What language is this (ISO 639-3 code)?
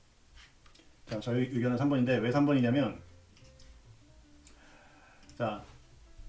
kor